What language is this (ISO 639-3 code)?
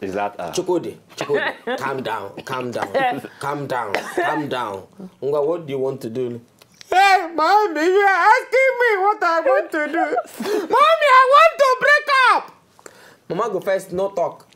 pcm